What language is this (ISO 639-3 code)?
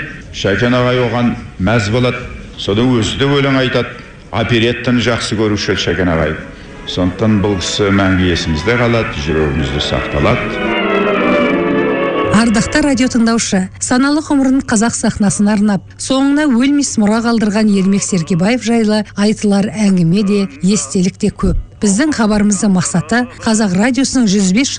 kaz